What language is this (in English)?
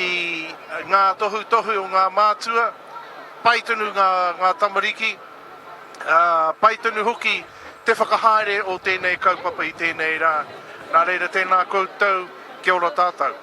Māori